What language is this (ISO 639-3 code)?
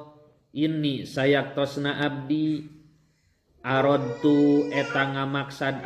sun